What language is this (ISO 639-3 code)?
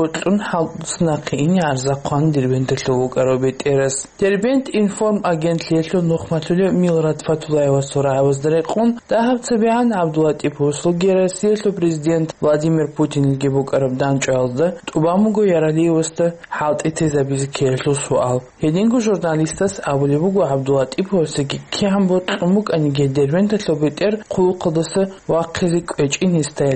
ava